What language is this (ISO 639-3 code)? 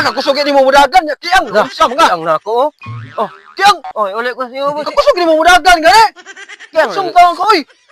ceb